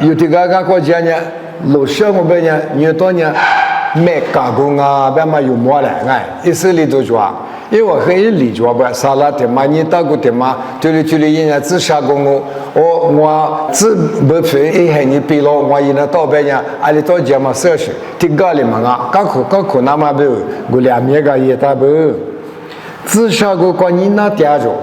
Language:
Lisu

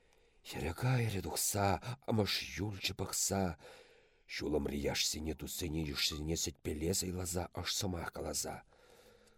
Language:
Chuvash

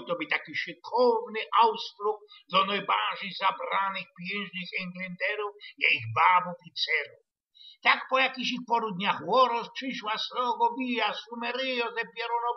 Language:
Silesian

